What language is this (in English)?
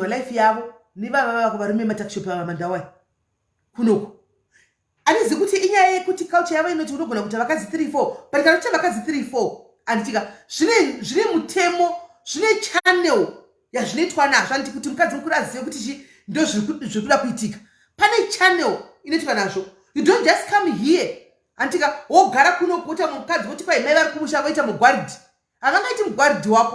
Shona